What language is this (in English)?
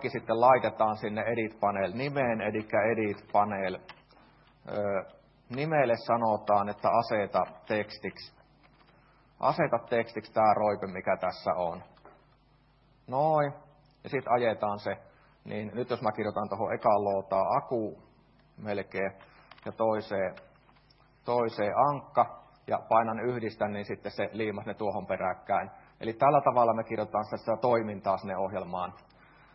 Finnish